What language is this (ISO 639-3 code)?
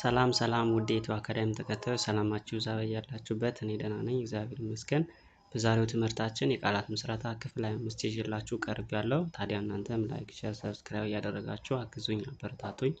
amh